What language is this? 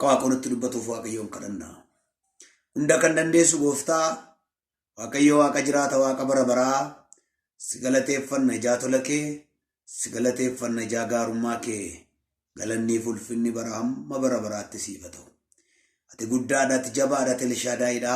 Oromo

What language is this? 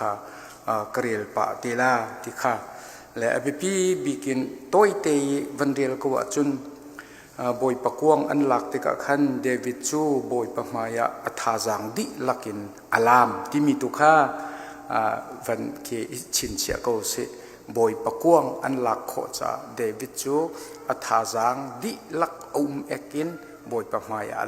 Hakha Chin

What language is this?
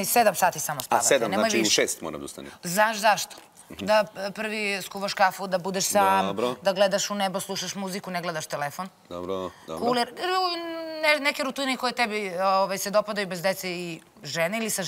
Serbian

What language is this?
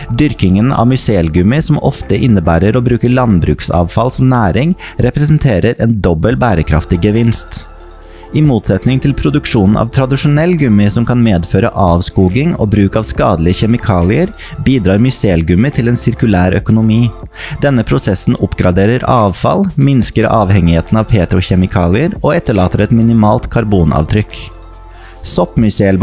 Norwegian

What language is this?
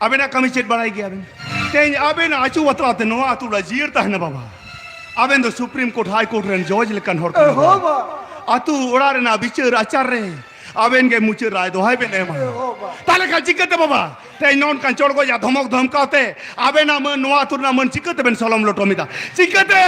Santali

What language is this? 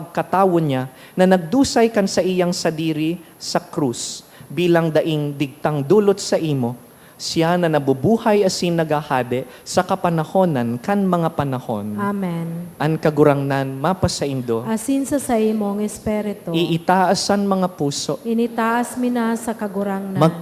Bikol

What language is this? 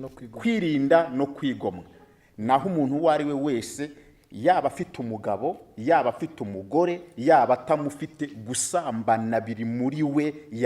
Kinyarwanda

